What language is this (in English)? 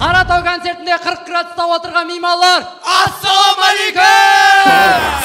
Kara-Kalpak